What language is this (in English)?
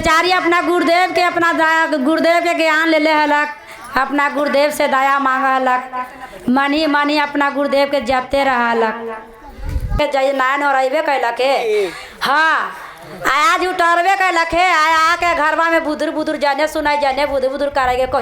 Magahi